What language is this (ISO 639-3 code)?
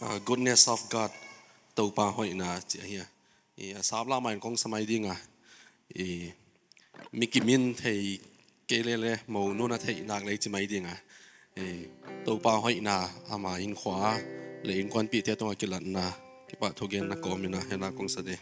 pck